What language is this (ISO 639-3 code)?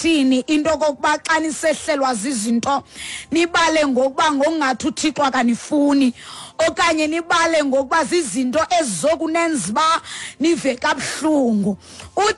xho